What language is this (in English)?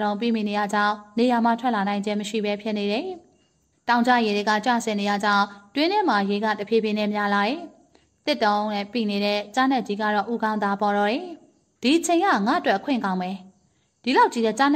Burmese